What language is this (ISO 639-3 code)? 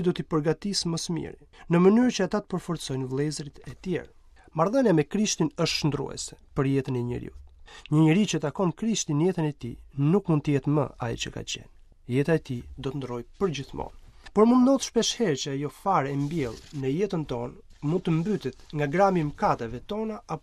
sqi